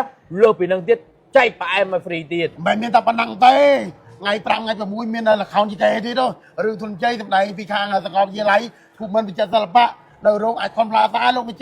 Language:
Khmer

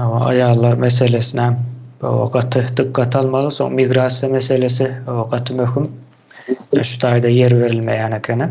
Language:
Turkmen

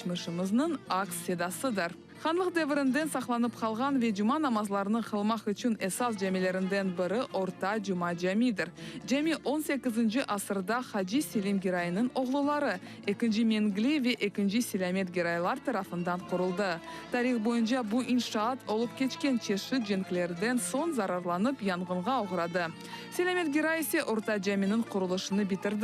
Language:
Crimean Tatar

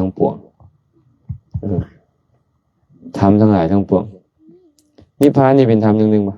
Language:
Lao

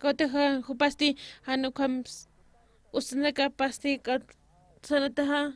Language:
Aymara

